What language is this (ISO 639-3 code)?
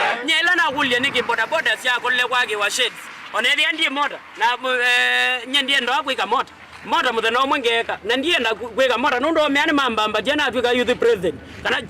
kam